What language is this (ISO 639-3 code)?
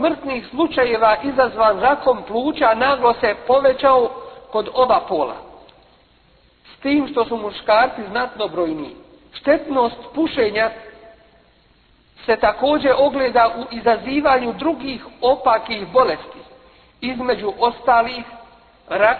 bos